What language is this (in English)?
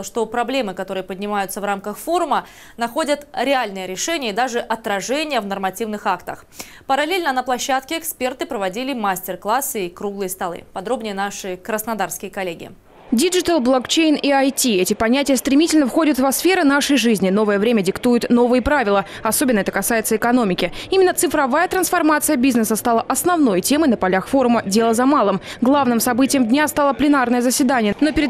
Russian